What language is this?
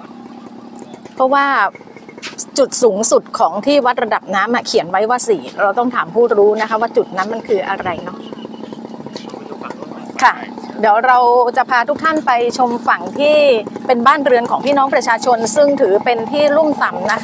Thai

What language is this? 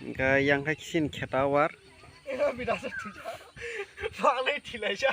Kok Borok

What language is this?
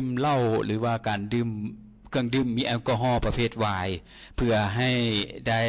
Lao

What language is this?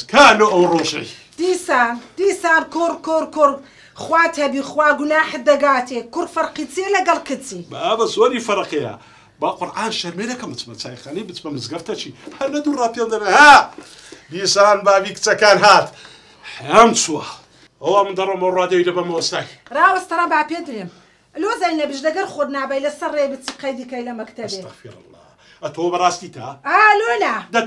Central Kurdish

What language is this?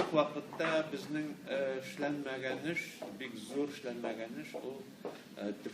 Tatar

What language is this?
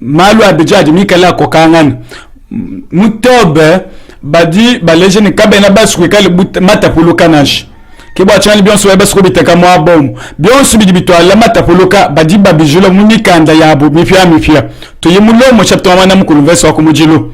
Luba-Lulua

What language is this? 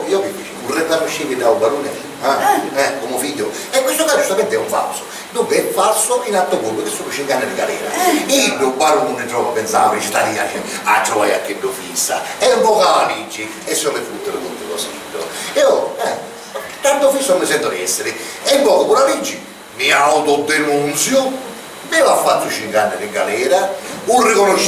Sicilian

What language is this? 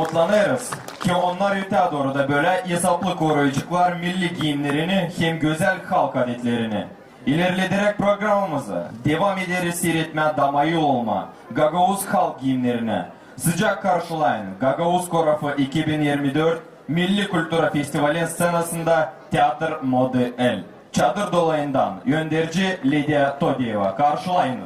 Gagauz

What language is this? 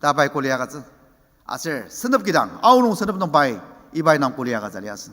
Ao Naga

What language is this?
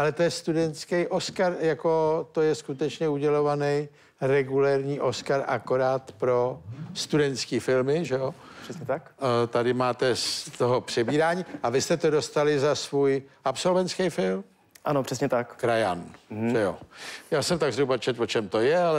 Czech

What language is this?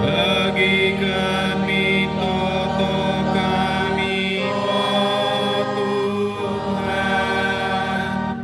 Batak Karo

